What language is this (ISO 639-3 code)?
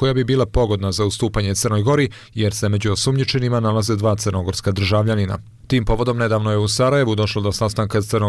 bos